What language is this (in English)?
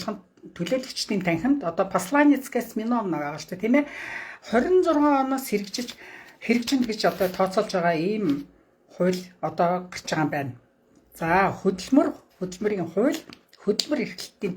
Mongolian